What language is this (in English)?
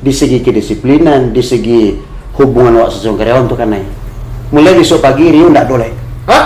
Minangkabau